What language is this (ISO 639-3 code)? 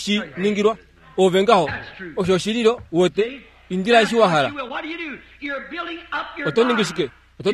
kua